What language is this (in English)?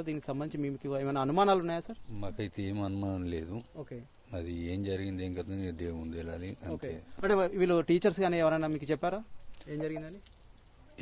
Telugu